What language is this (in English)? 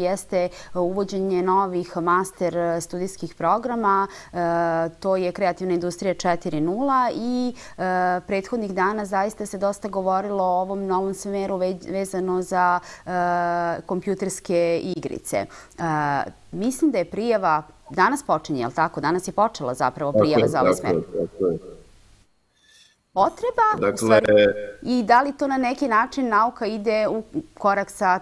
Serbian